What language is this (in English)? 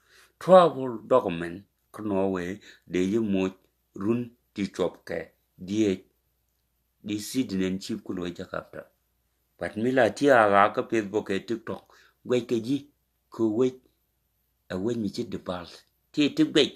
Nuer